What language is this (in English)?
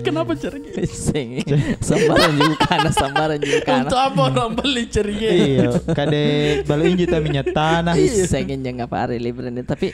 Makassar Malay